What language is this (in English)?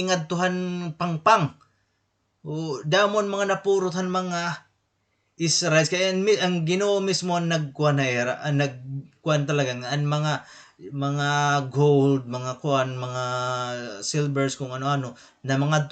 Waray